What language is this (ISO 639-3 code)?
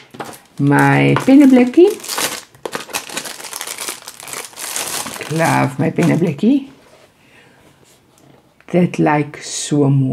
afr